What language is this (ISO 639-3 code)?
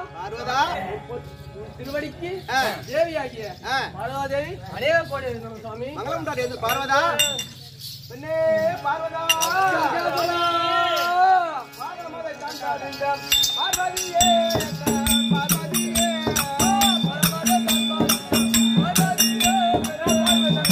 tam